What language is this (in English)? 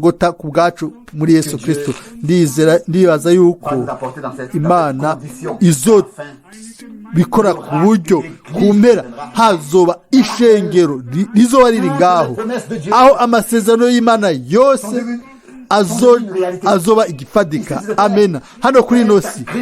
Rundi